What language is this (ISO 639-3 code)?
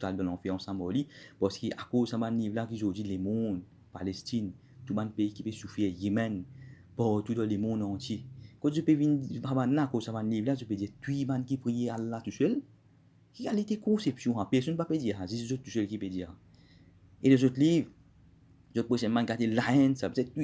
mfe